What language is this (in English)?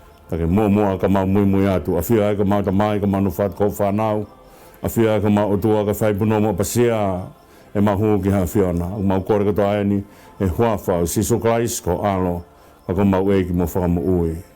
Tongan